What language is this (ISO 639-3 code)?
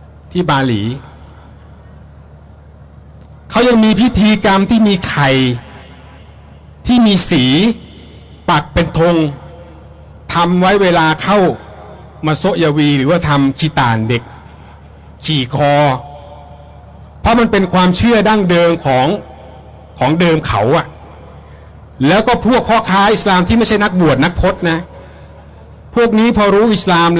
tha